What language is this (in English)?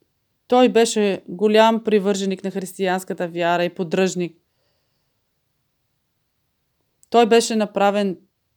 Bulgarian